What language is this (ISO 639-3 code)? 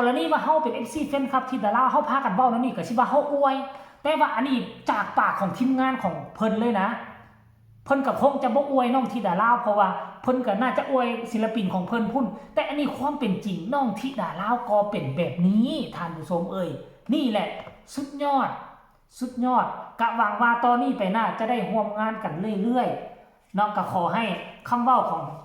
tts